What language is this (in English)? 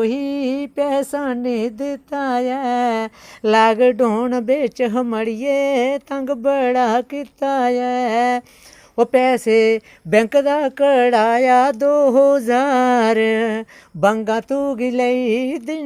Dogri